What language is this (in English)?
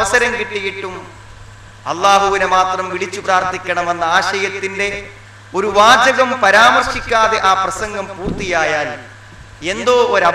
Malayalam